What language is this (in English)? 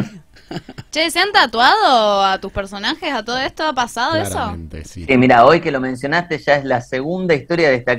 Spanish